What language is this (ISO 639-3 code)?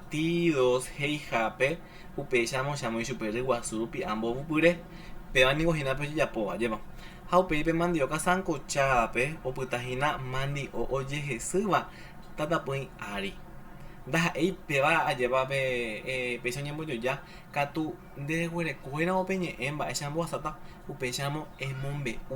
grn